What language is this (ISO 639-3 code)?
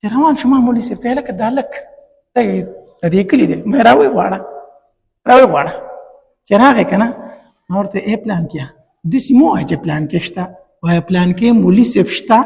pus